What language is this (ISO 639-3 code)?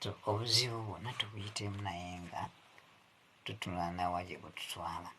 lug